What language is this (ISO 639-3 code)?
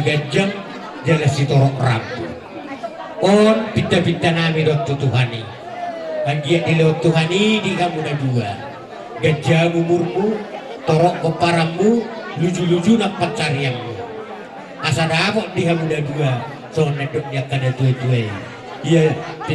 bbc